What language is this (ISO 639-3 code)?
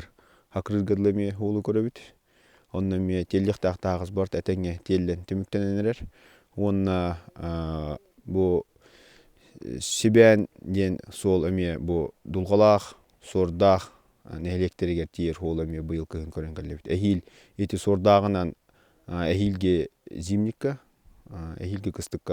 sah